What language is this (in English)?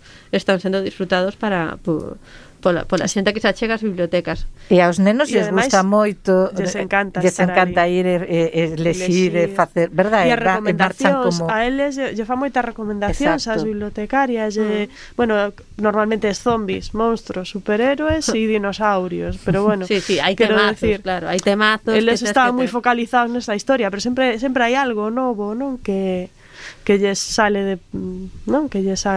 Galician